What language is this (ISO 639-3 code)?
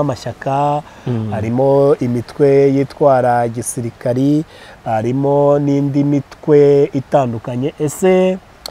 kin